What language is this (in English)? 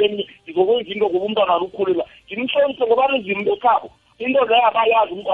South Ndebele